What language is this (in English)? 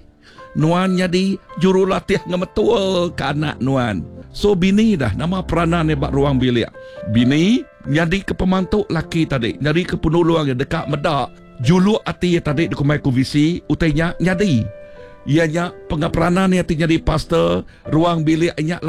Iban